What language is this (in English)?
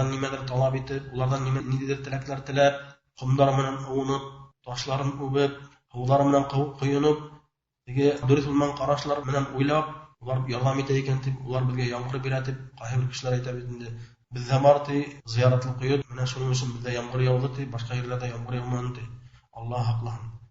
Bashkir